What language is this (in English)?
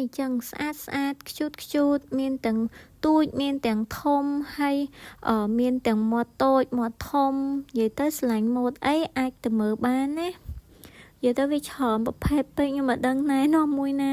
Khmer